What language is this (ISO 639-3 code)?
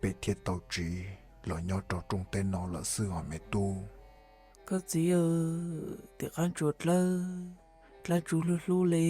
hmn